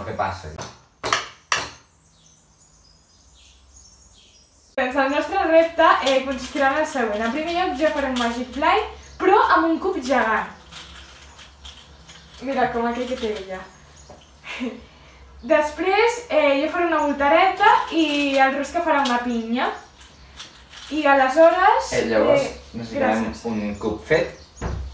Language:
Catalan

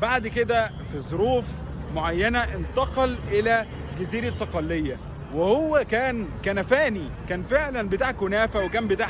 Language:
Egyptian Arabic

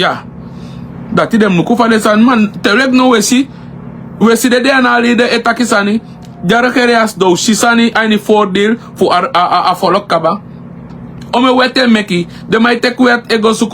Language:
Sranan Tongo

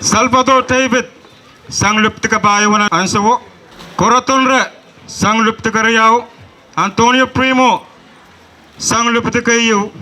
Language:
Pohnpeian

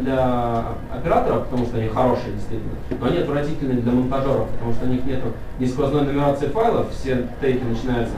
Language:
Russian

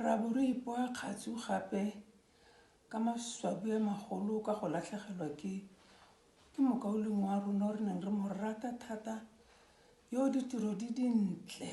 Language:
Tswana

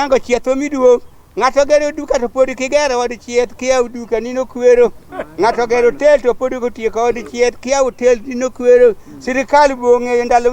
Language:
Luo (Kenya and Tanzania)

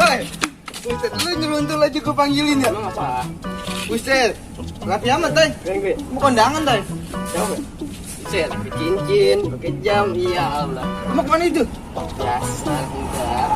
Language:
Betawi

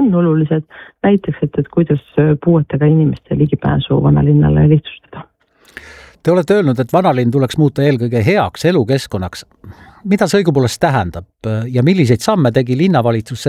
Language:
Estonian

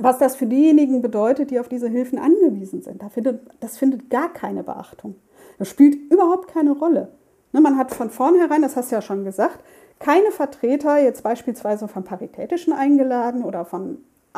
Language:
German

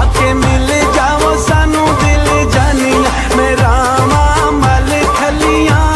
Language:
Pahari-Potwari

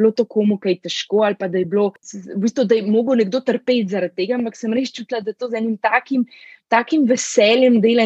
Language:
Slovenian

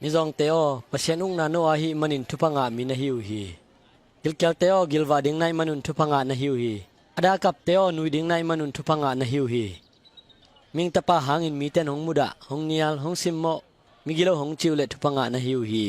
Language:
Tedim Chin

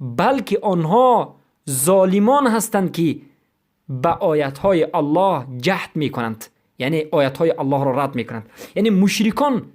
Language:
Persian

